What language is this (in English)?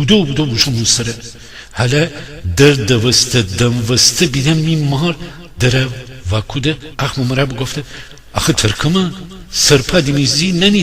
Gilaki